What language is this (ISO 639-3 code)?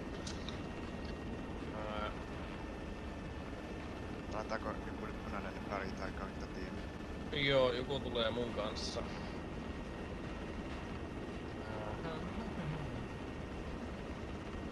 fin